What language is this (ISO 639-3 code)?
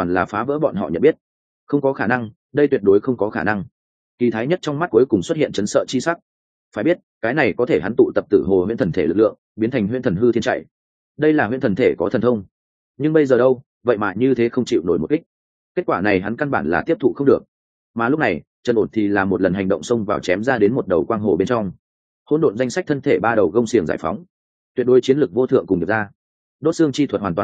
vie